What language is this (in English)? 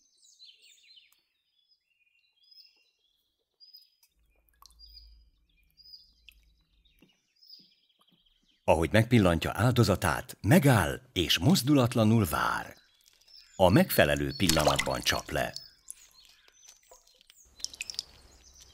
Hungarian